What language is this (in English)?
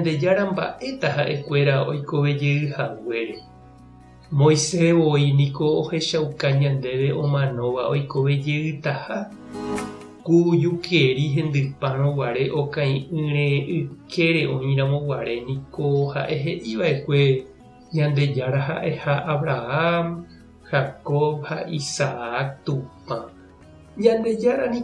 Guarani